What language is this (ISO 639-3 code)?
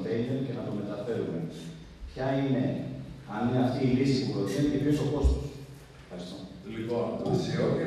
ell